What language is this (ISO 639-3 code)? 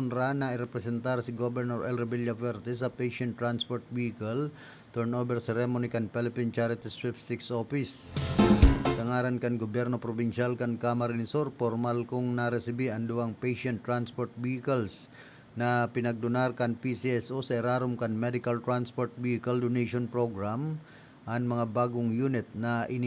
bik